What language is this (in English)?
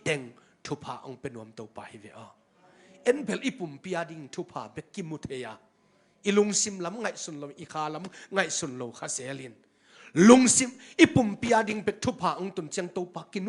Tedim Chin